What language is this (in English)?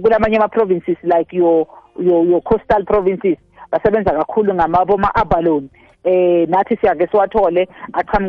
South Ndebele